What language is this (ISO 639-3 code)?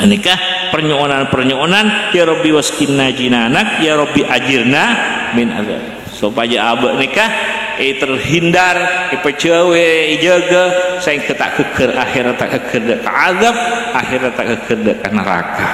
mad